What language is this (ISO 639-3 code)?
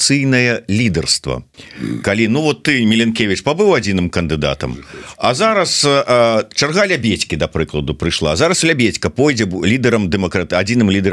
bel